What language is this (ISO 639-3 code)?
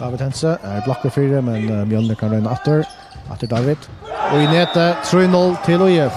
fao